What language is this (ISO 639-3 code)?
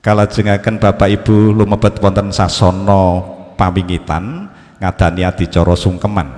jav